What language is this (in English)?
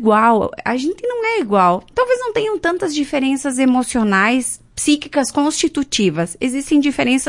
Portuguese